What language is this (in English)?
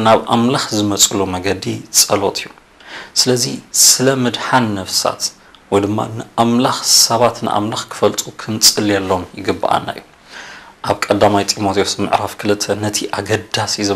Tigrinya